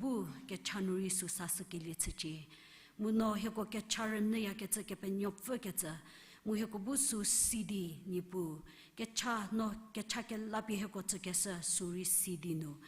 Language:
Angami Naga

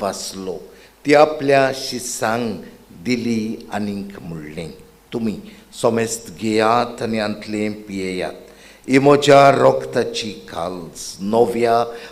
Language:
Konkani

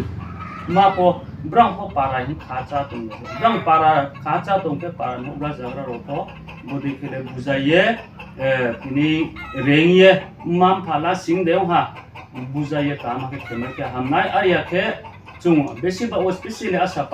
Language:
Riang (India)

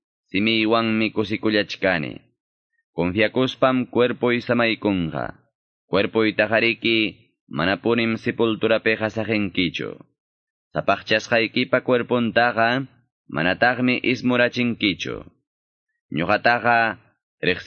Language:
Quechua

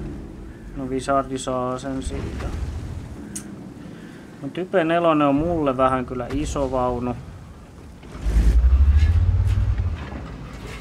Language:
Finnish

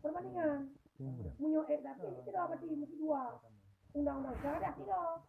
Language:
Achinese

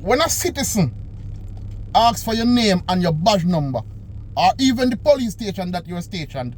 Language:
Jamaican Creole English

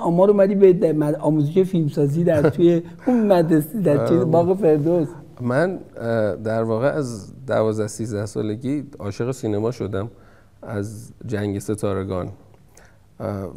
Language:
Persian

